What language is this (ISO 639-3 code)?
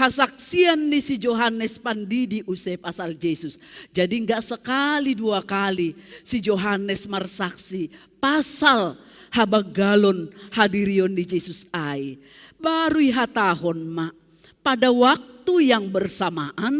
bts